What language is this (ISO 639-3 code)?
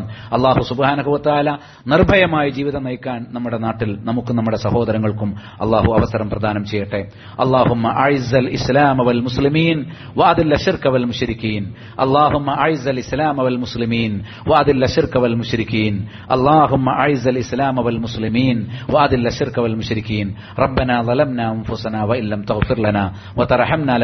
mal